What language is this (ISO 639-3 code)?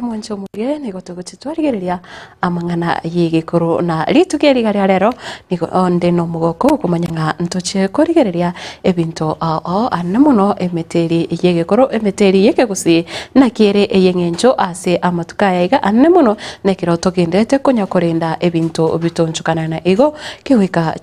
guz